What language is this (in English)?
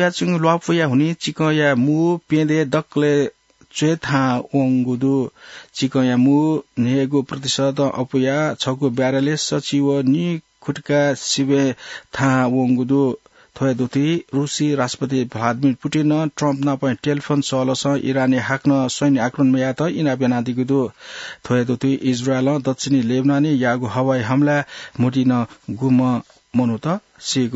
Newari